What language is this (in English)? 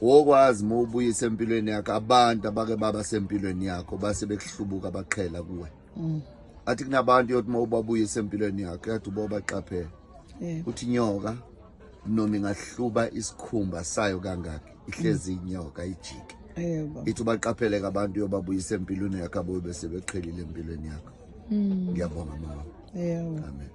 Zulu